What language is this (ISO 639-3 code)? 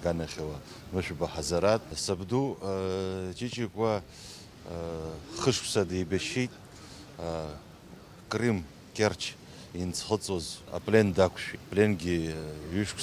abk